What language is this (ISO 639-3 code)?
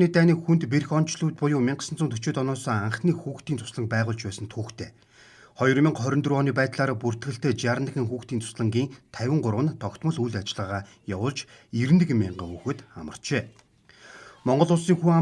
mon